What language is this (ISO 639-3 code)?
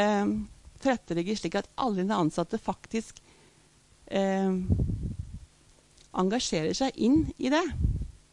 nor